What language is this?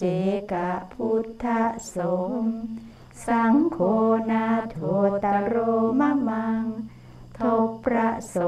Thai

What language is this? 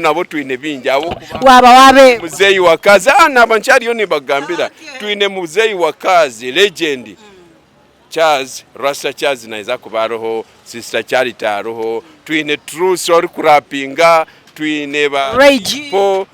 Nyankole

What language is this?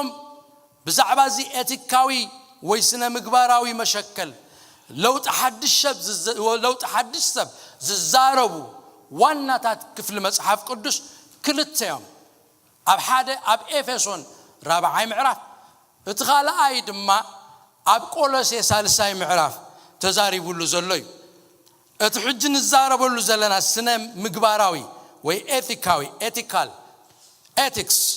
Tigrinya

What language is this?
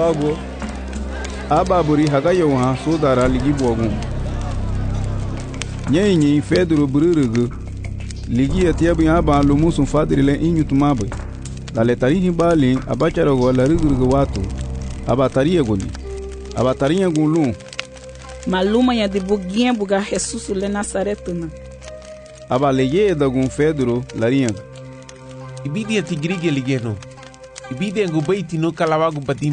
Garifuna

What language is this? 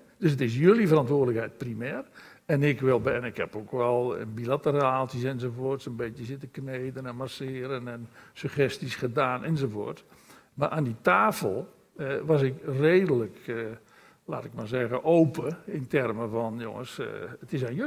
Dutch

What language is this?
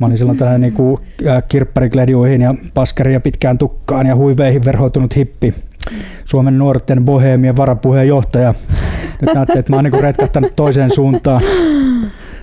Finnish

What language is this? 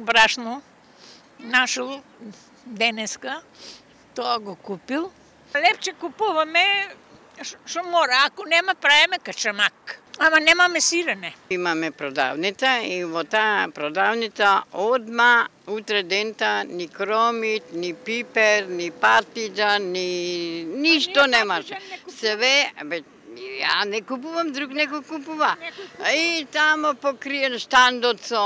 Macedonian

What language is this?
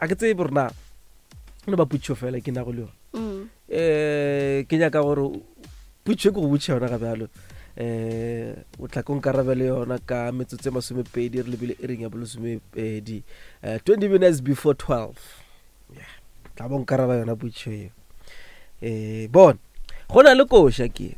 Northern Sotho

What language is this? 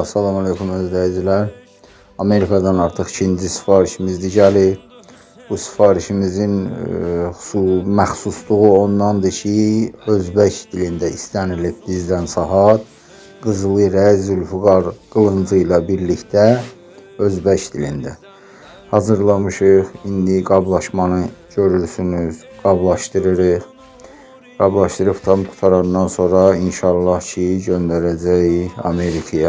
Azerbaijani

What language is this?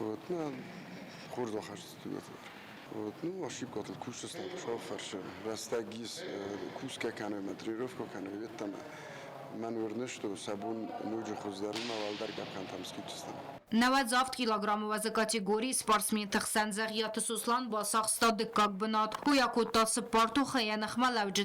Ossetic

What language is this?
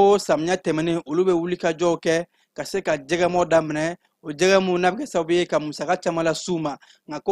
Bambara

